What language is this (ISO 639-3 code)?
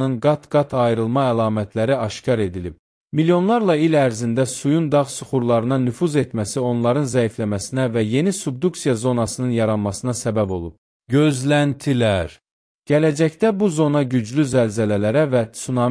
aze